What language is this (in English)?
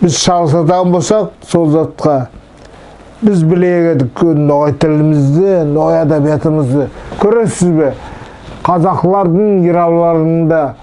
Nogai